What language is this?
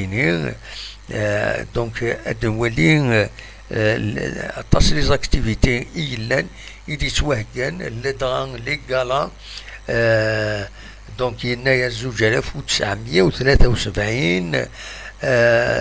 Kabyle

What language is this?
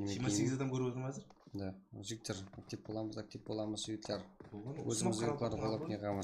Kara-Kalpak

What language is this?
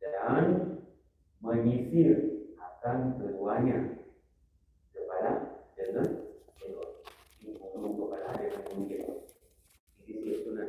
Achinese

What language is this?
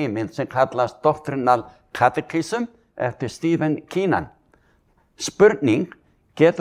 Icelandic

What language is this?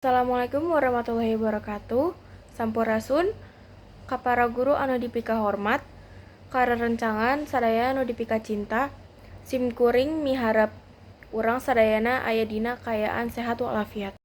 Sundanese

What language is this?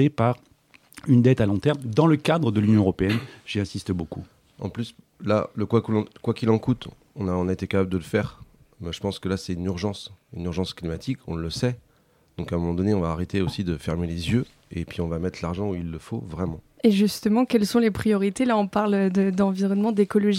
French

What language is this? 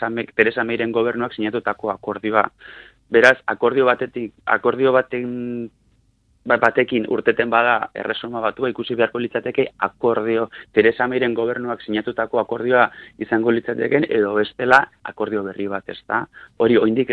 Basque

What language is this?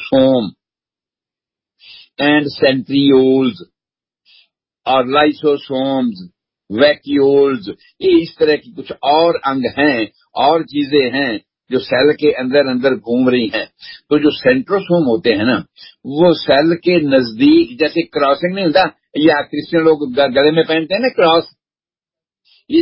Urdu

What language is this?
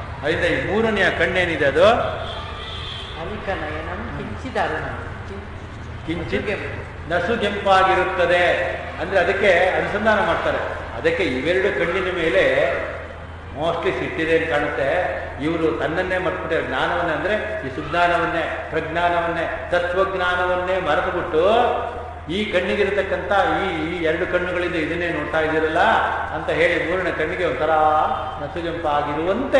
Kannada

